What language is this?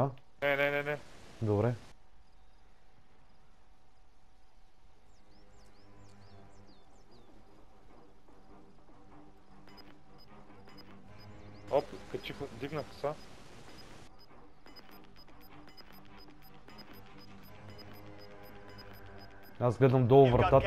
Bulgarian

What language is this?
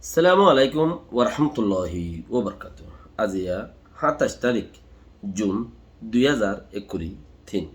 Rohingya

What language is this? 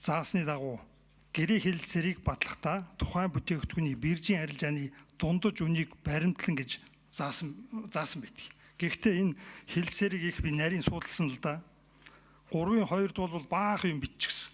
Mongolian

